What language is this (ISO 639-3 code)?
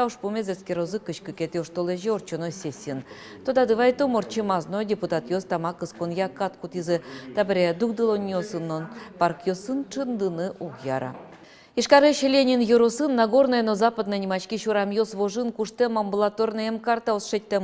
udm